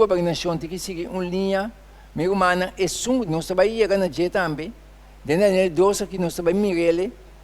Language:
Papiamento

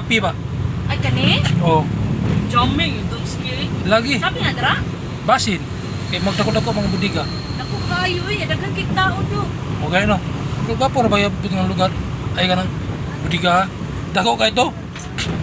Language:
Cebuano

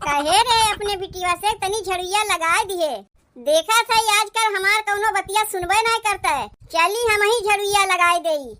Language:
Awadhi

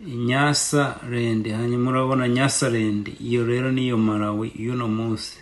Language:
Rundi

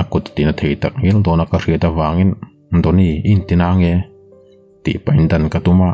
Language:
Mizo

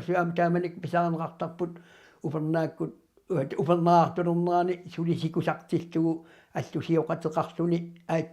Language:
Kalaallisut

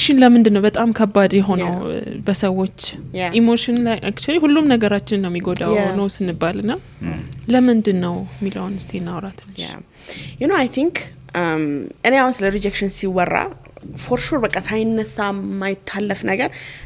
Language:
Amharic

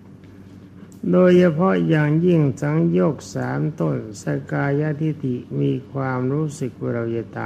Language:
Thai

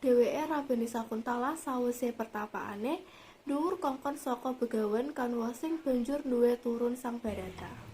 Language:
Javanese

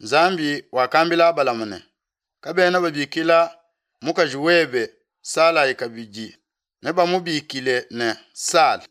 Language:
Luba-Lulua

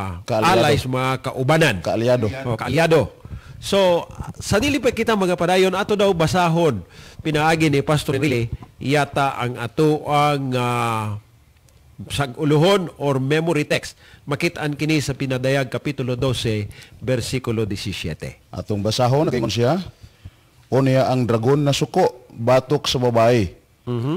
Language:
Cebuano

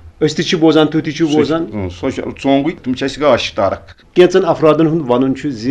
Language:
Kashmiri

